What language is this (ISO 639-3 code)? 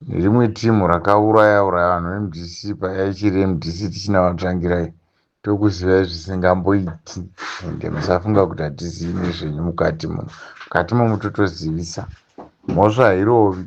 sna